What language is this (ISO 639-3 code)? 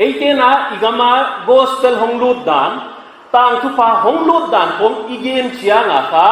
pck